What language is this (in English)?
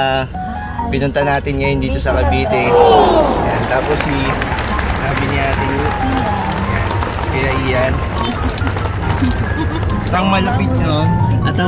Filipino